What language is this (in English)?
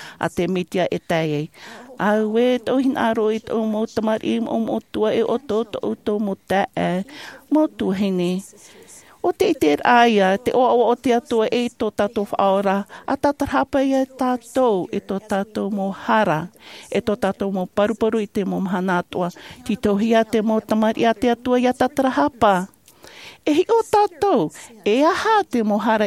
Tahitian